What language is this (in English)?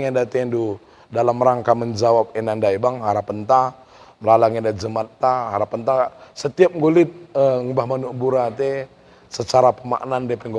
Batak Karo